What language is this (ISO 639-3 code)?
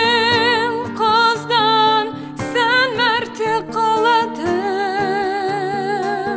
kaz